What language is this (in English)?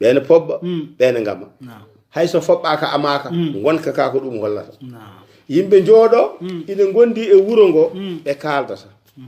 Fula